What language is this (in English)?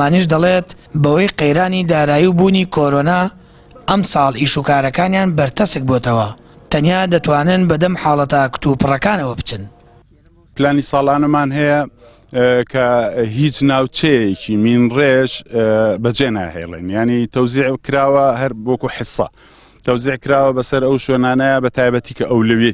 Central Kurdish